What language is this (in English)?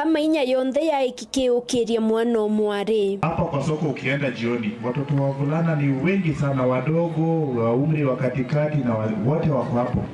Meru